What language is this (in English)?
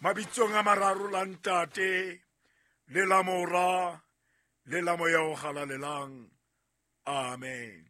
Southern Sotho